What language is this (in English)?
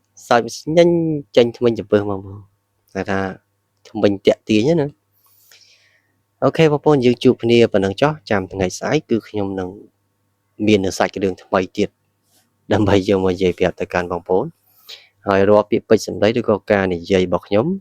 Khmer